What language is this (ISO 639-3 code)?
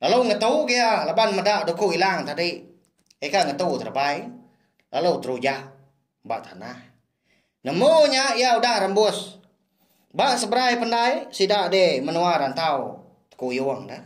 iba